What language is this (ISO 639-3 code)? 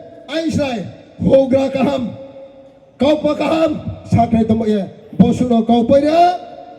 ria